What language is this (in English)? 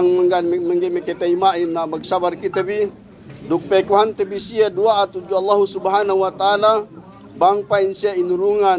Yakan